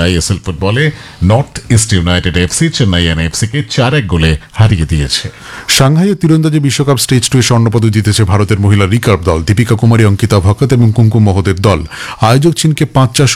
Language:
Bangla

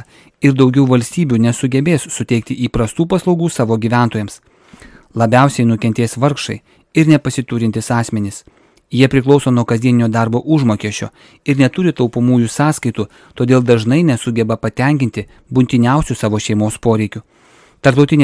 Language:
Lithuanian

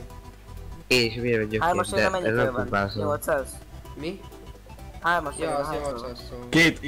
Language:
Hungarian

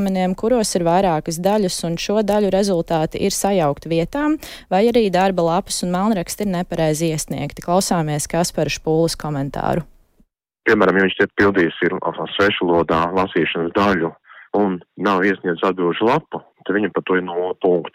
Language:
Latvian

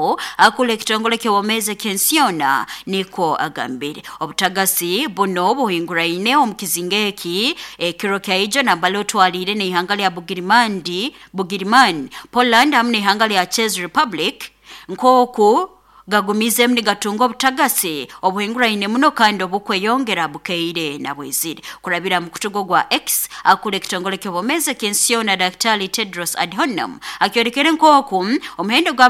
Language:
Nyoro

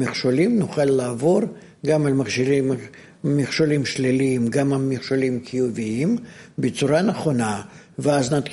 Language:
Hebrew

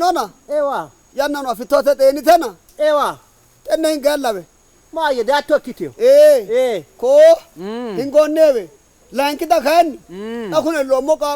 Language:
Sidamo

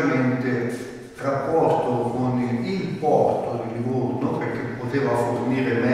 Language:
Italian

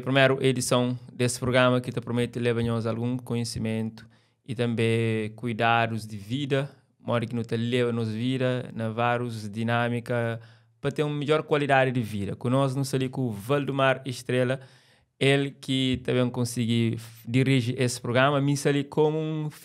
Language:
Kabuverdianu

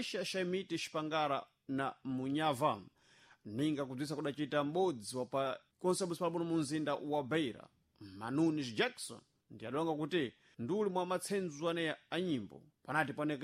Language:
Sena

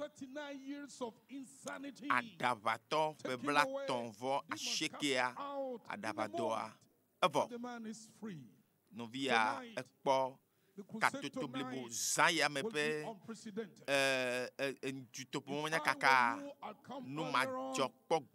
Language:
Ewe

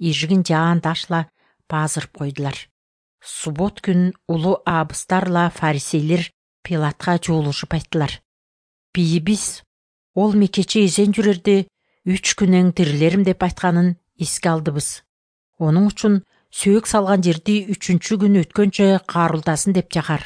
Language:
Kyrgyz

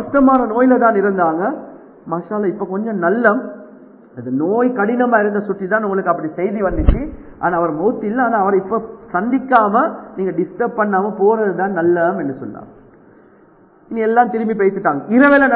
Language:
Tamil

